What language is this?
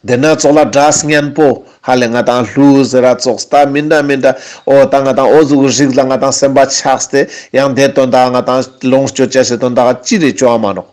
Ladakhi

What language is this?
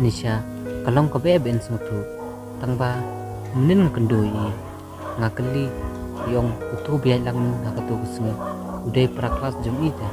Khasi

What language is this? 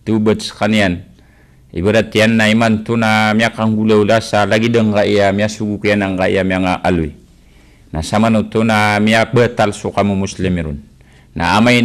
Maranao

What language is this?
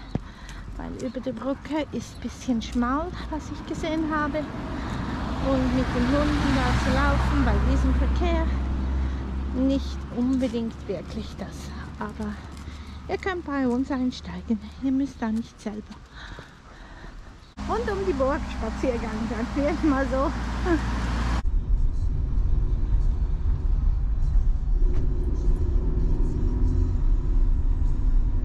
German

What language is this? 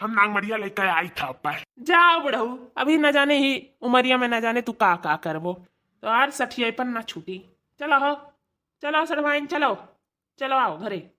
Awadhi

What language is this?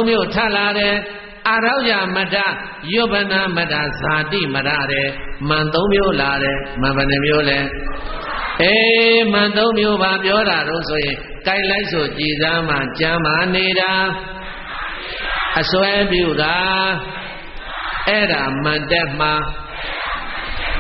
Burmese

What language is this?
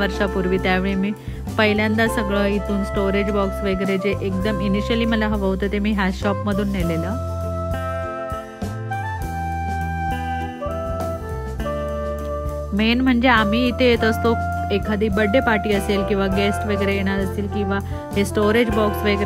Marathi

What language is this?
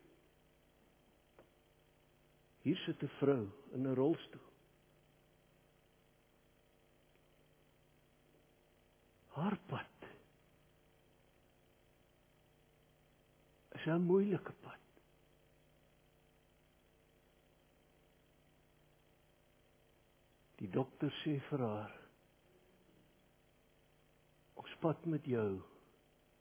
Afrikaans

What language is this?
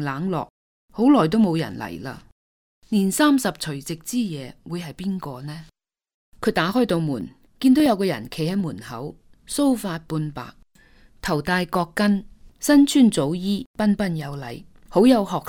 Cantonese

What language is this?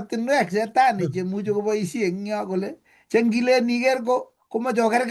Kalenjin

